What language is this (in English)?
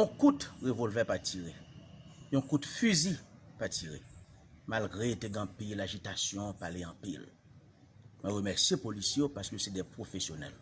Haitian Creole